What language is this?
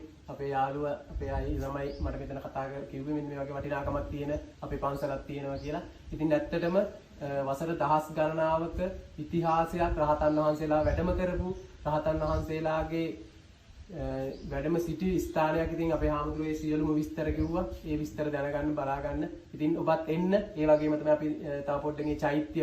Sinhala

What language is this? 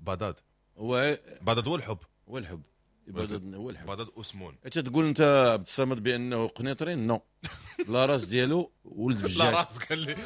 Moroccan Arabic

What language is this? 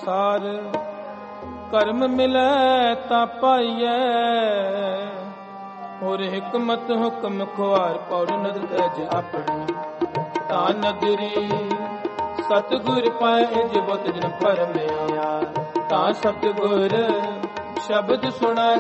Punjabi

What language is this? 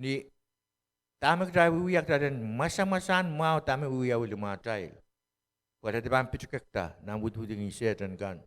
Pohnpeian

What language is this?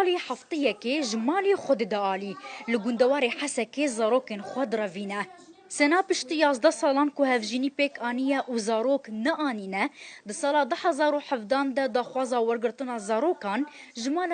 Kurdish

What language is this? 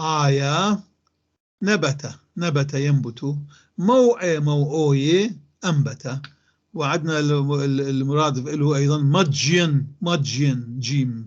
North Levantine Arabic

